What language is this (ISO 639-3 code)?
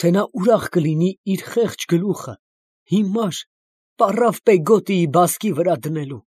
hye